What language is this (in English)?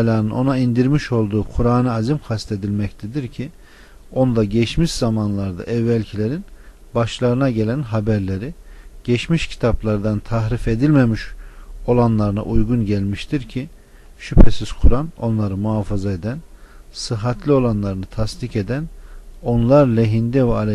Turkish